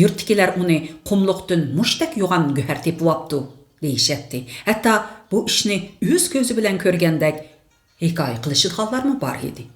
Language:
Uyghur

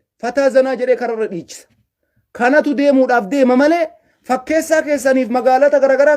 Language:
Oromo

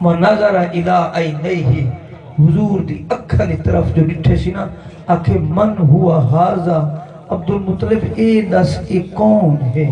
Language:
Saraiki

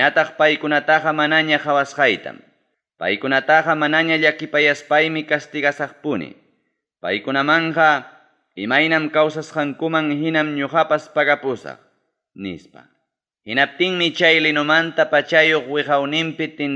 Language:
Ayacucho Quechua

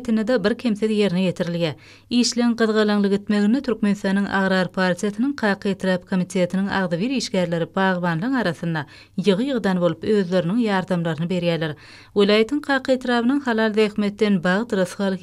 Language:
Turkmen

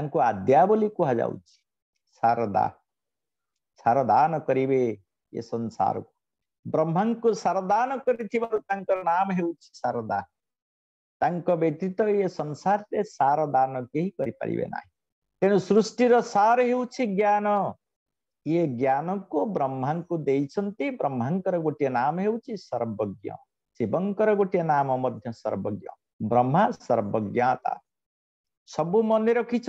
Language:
Odia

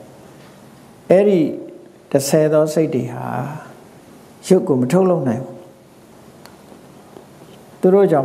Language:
Burmese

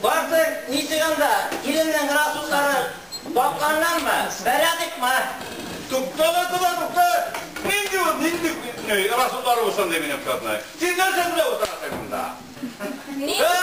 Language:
Tatar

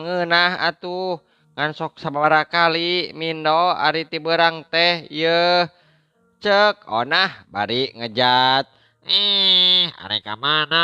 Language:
Sundanese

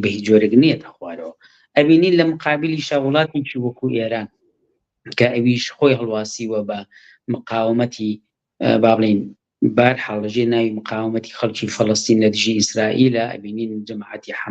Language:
Central Kurdish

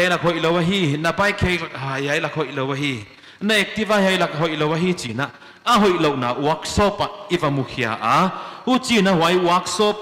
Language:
Paite Chin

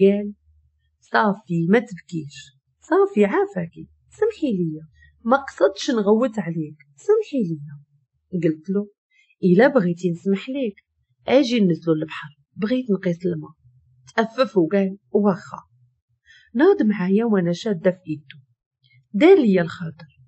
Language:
Moroccan Arabic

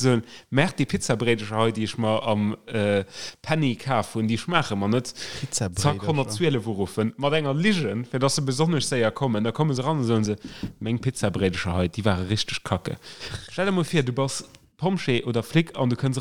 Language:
Luxembourgish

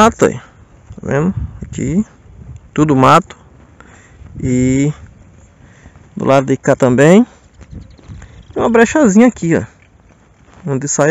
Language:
Portuguese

